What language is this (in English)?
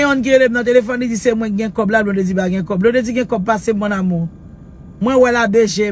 Haitian Creole